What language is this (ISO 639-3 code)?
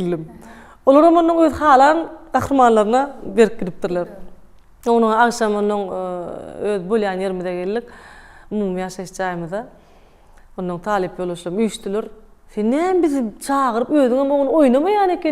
tuk